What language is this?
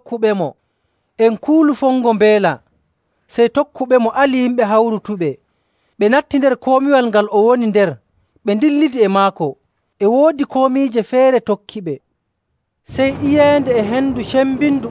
Nigerian Fulfulde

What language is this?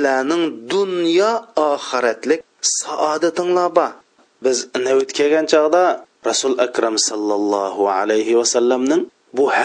Uyghur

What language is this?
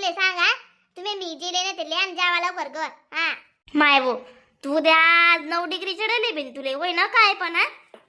Khandesi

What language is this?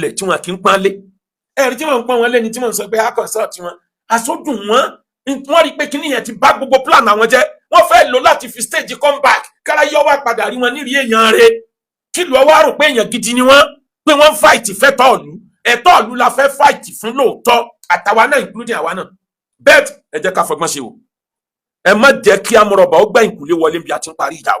Yoruba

